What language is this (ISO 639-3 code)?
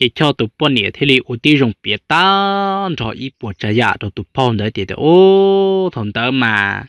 hmn